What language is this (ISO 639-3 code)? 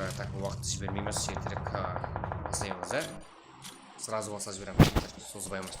kaa